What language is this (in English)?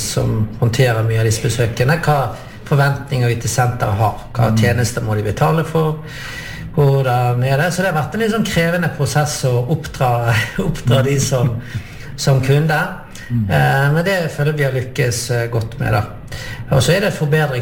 Norwegian